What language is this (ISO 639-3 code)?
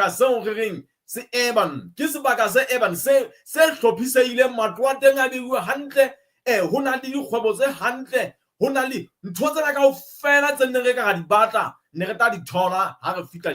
sot